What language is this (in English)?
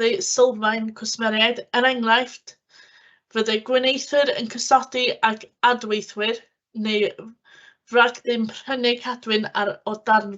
Welsh